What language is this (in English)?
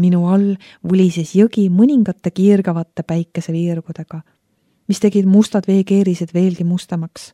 Estonian